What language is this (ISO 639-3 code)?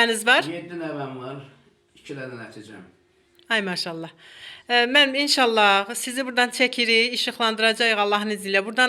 aze